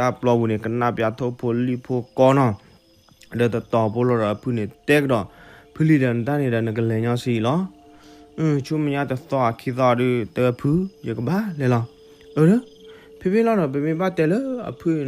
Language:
S'gaw Karen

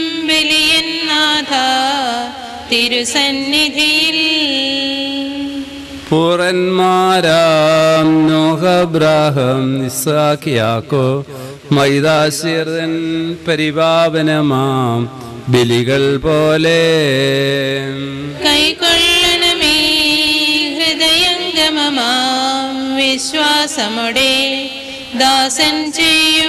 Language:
Malayalam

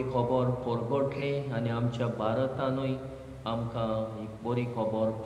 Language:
Konkani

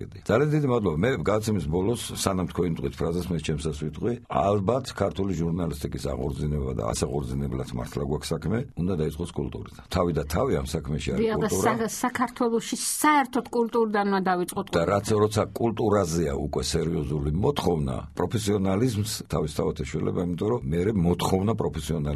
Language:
Georgian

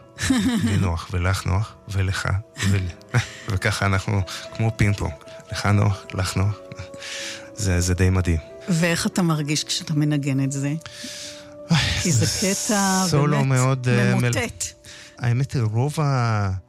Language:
Hebrew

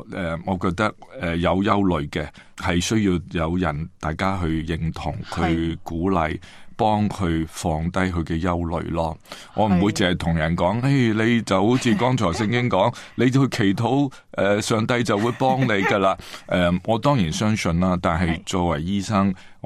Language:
Cantonese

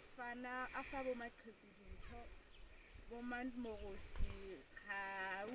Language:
Southern Sotho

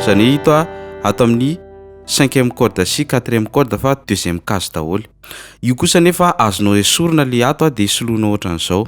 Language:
Malagasy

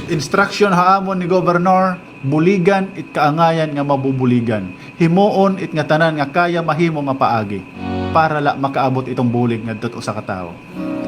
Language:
Waray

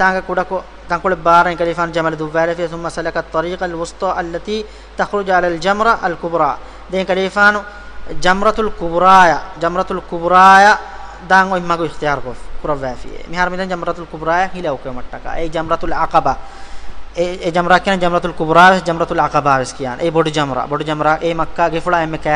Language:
Divehi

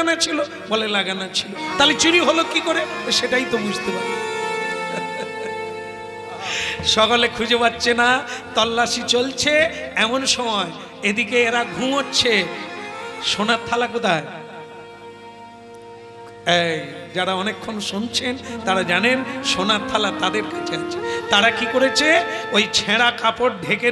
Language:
Bangla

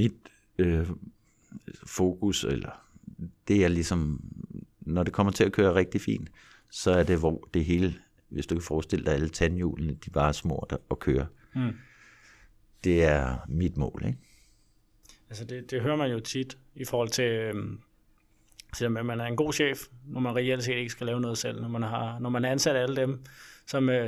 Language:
Danish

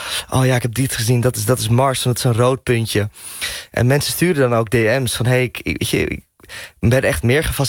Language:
Dutch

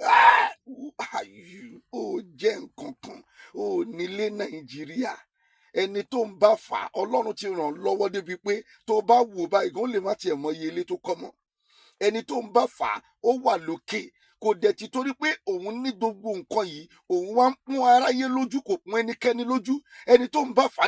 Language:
Yoruba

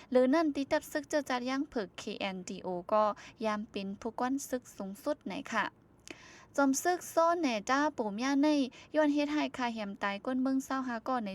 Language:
Shan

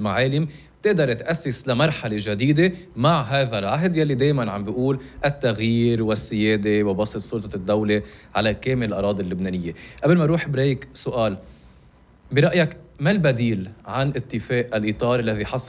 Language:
North Levantine Arabic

